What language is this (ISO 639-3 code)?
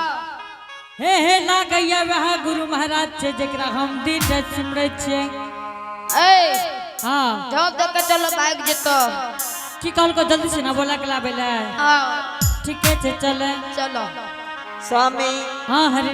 anp